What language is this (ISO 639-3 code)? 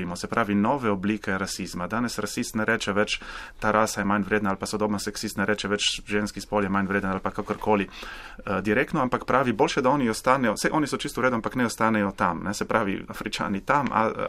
slv